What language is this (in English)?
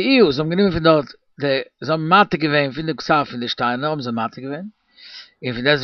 Yiddish